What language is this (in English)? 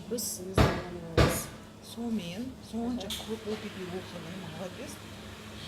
Kazakh